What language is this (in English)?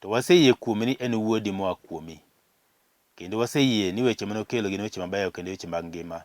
Luo (Kenya and Tanzania)